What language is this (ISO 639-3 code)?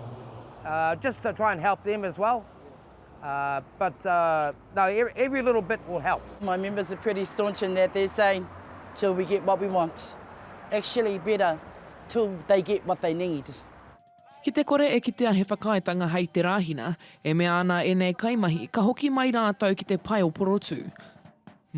mri